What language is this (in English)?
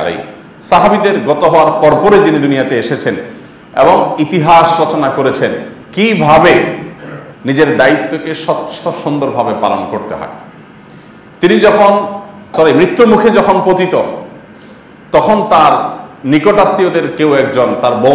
Bangla